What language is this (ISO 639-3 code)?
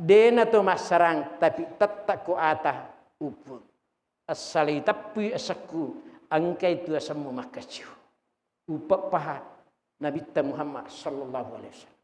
bug